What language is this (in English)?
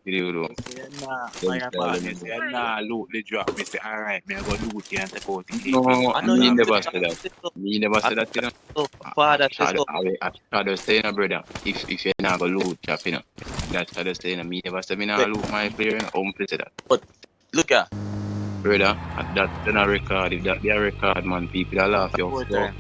Jamaican Creole English